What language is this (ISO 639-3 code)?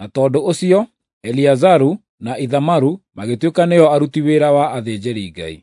kik